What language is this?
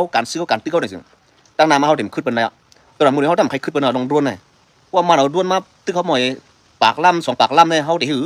Shan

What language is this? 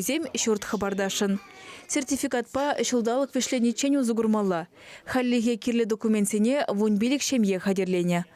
Chuvash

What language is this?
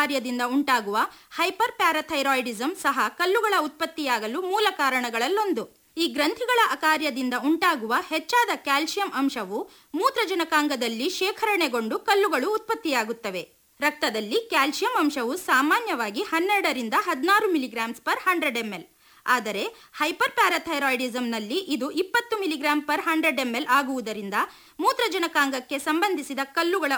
Kannada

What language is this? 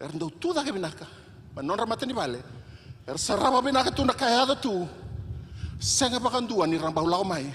Fijian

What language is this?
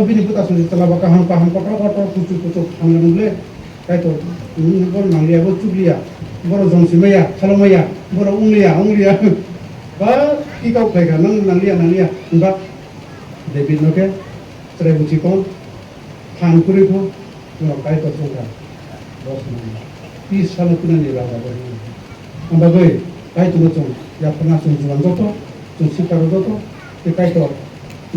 Kok Borok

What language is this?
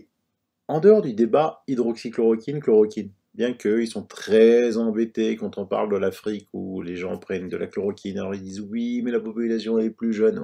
French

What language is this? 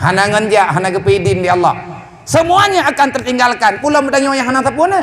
Achinese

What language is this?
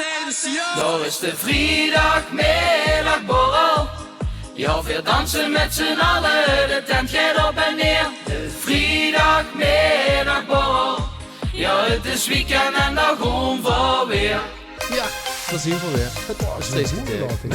Limburgish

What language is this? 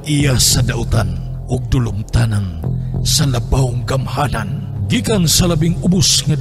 Cebuano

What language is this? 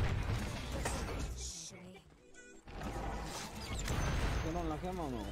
Spanish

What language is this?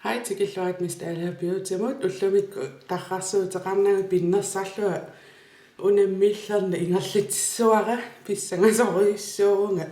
Kalaallisut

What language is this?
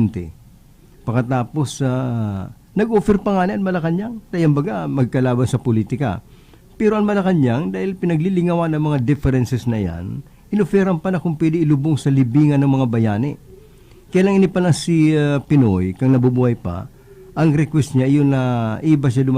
Bikol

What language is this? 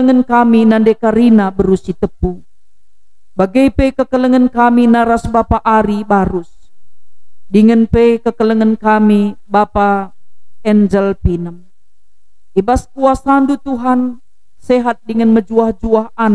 Batak Karo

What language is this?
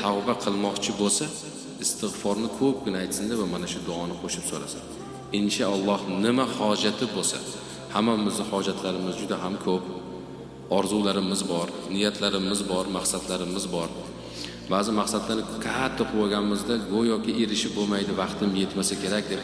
Uzbek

